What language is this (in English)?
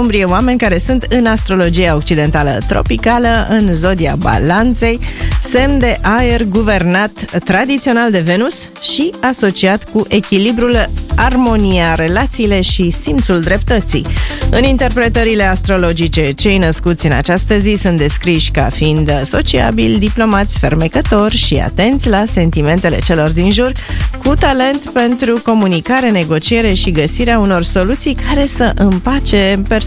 Romanian